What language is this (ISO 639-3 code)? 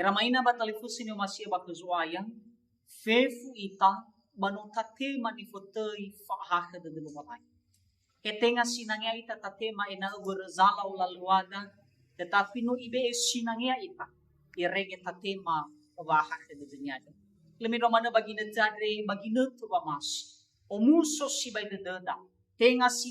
nia